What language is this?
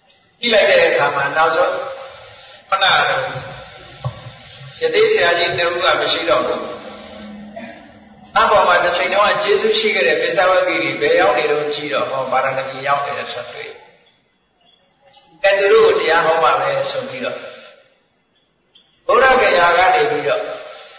Burmese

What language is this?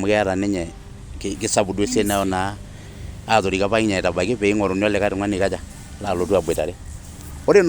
Masai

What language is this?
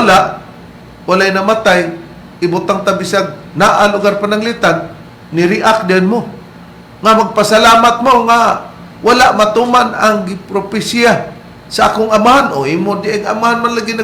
Cebuano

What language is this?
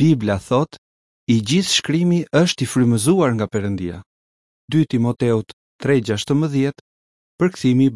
Albanian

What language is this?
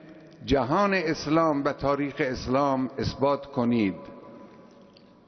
Persian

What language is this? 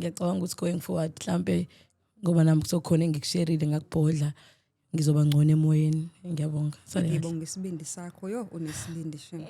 Zulu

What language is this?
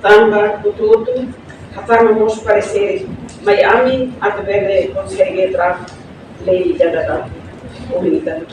Tetum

